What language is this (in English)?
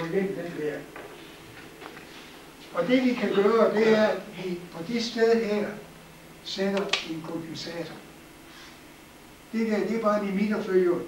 Danish